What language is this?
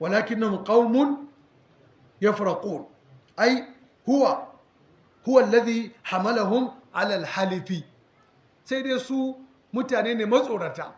Hausa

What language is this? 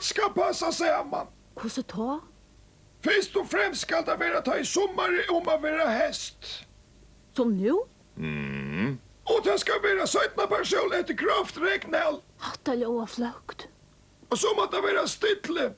Faroese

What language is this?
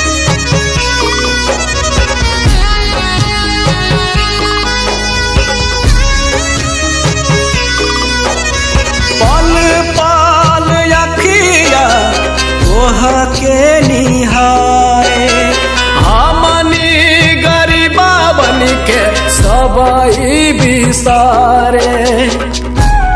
Bhojpuri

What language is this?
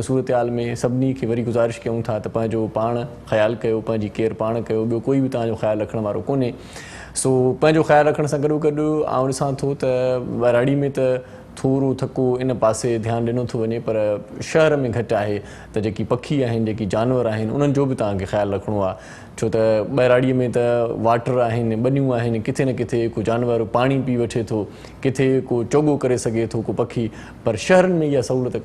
Sindhi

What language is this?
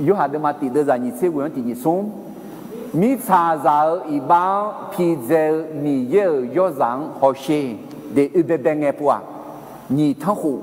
Akha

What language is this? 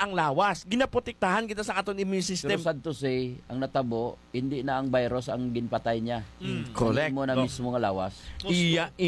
Hiligaynon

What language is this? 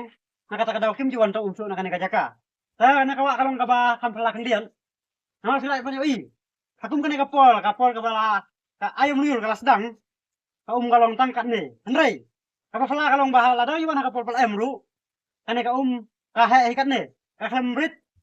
Khasi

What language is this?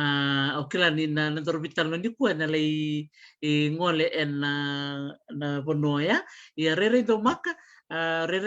Fijian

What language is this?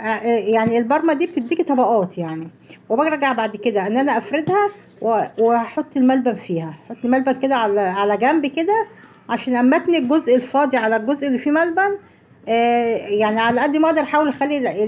Egyptian Arabic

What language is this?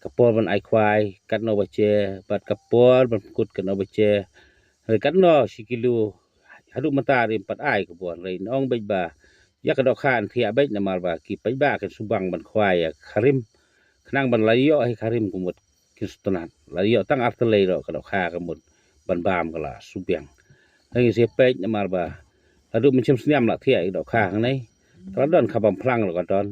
Khasi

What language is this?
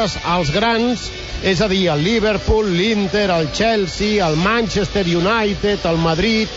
Catalan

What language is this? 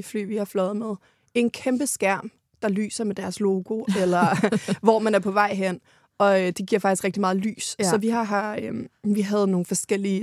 Danish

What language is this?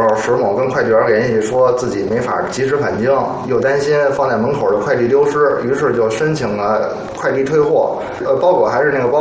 Chinese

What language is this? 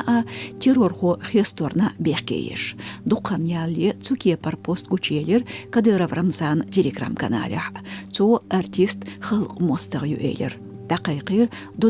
Chechen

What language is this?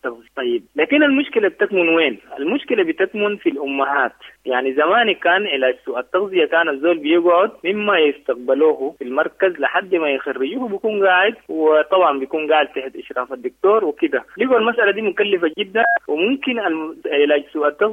Sudanese Arabic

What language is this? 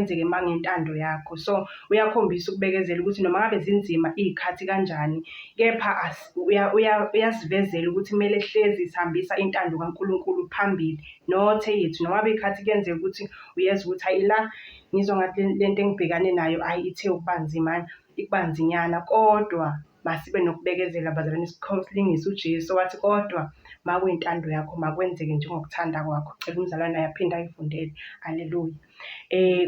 Zulu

